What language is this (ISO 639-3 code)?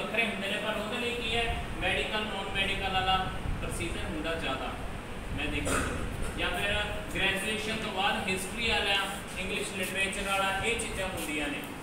pan